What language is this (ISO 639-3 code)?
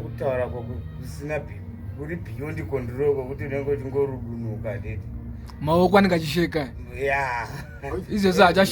sna